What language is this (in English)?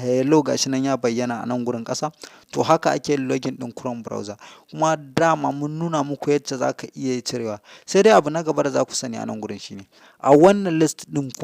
Hausa